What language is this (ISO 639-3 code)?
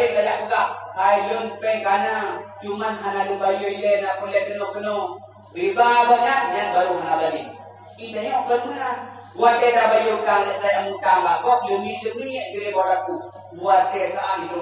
ace